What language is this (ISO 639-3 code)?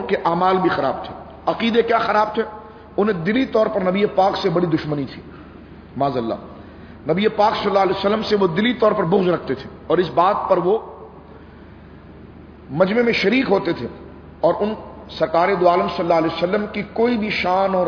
urd